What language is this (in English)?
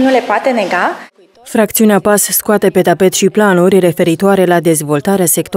Romanian